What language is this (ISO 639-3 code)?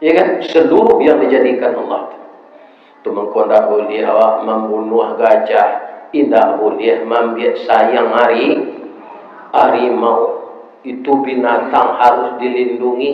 min